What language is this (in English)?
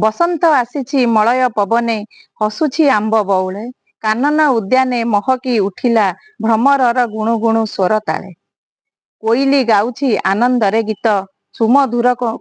Odia